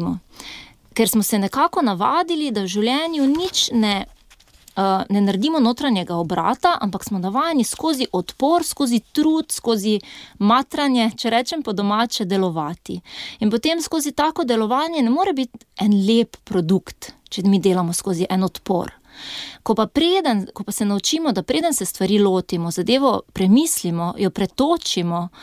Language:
Slovenian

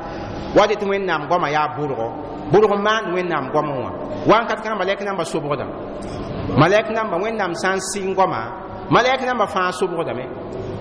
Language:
Mossi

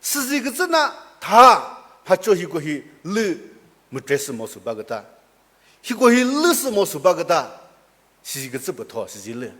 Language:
Chokri Naga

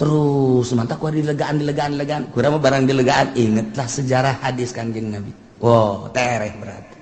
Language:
Sundanese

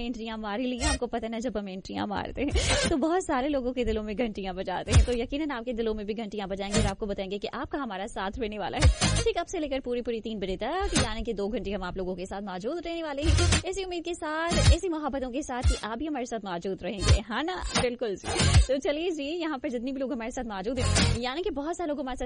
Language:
Hindi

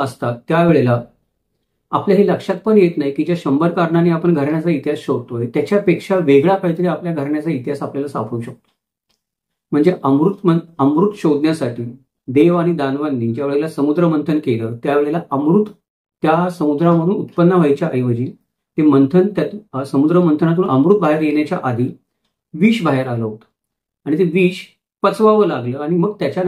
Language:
Marathi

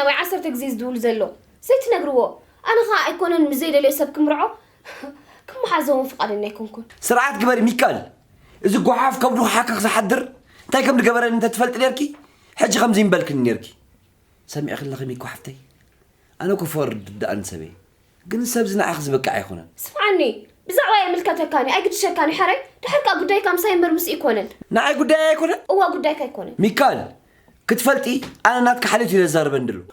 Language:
Tigrinya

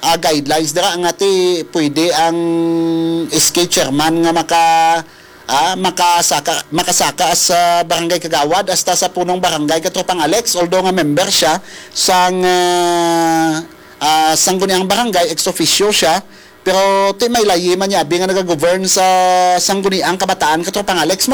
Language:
Hiligaynon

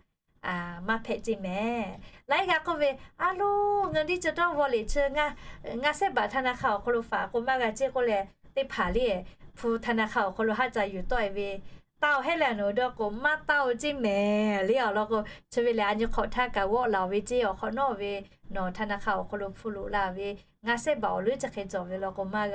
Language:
Lahu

